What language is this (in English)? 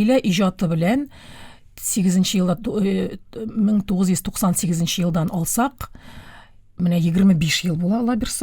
Tatar